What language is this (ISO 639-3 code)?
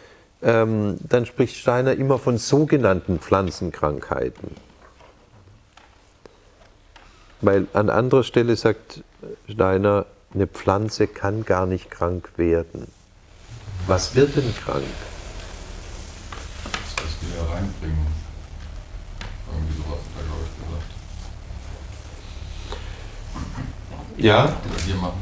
deu